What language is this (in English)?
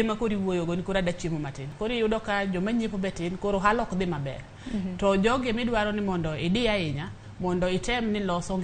Luo (Kenya and Tanzania)